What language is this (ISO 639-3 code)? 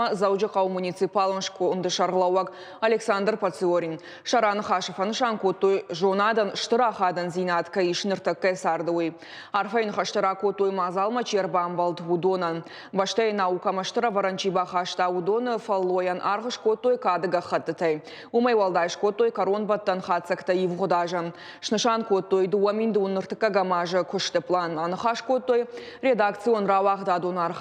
oss